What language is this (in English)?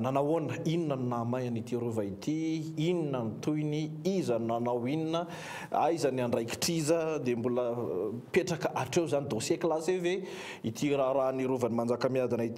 Malagasy